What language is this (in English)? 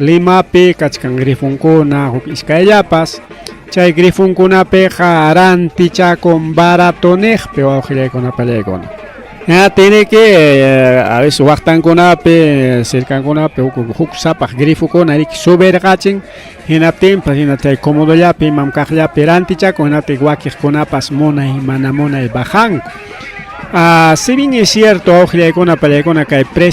Ayacucho Quechua